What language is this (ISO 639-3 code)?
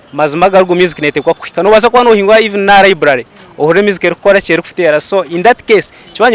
nyn